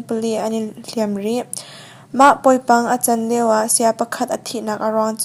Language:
Hakha Chin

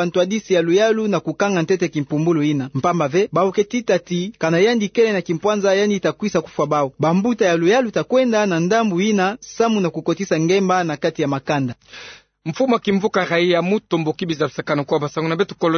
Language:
Kituba (Democratic Republic of Congo)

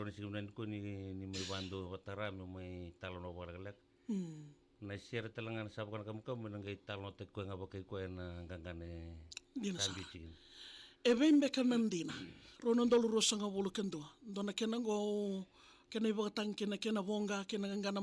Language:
Fijian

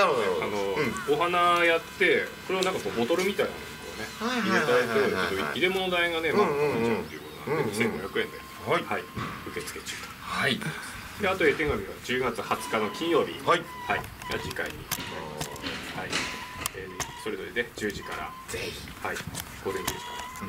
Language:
Japanese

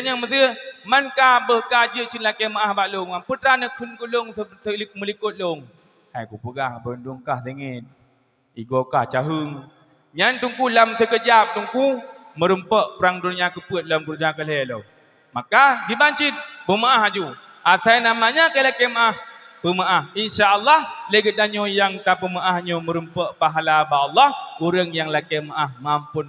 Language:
Achinese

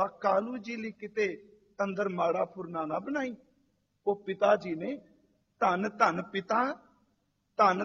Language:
Punjabi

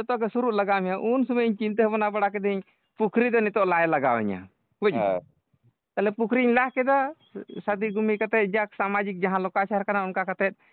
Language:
Santali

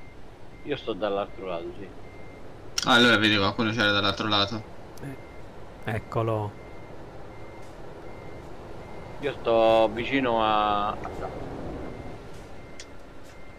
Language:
Italian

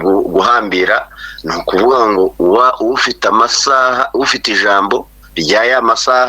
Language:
Kinyarwanda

